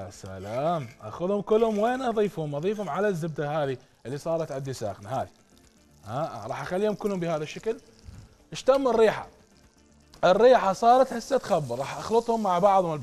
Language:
Mesopotamian Arabic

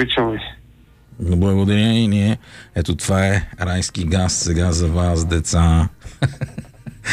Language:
Bulgarian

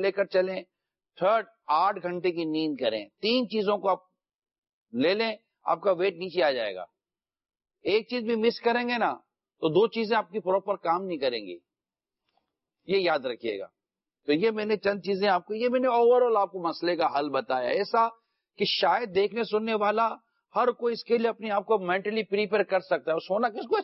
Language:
Urdu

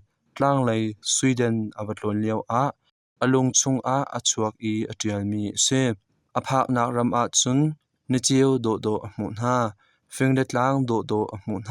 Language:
Hakha Chin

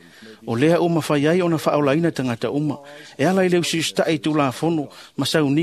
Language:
Samoan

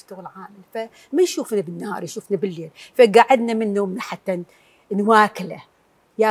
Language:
Mesopotamian Arabic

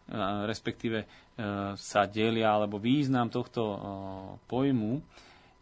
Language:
Slovak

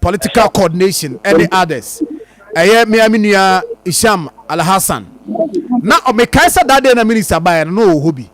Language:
Akan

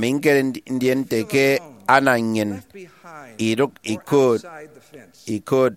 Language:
Efik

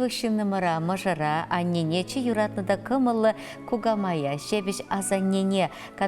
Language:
Chuvash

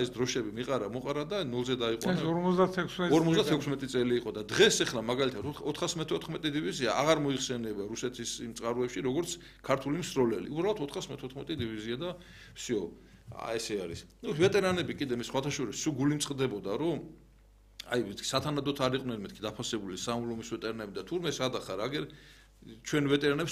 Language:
Georgian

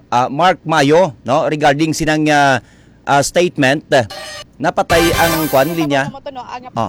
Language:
Hiligaynon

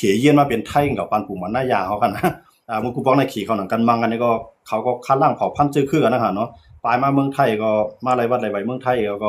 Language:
Shan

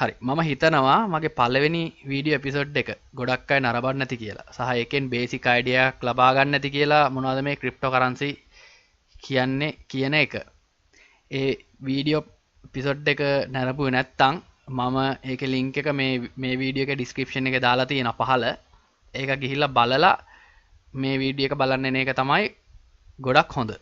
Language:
Sinhala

